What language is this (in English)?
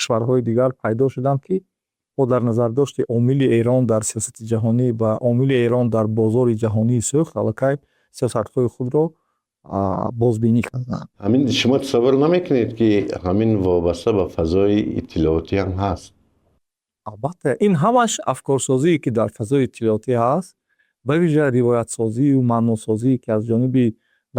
Tajik